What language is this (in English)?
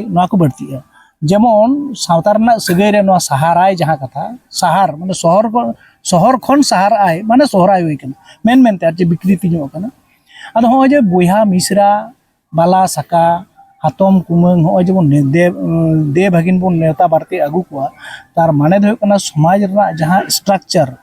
Santali